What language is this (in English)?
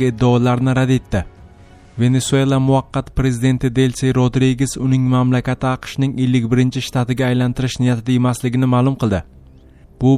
Uzbek